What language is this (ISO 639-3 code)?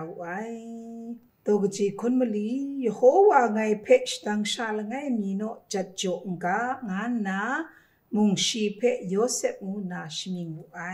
kac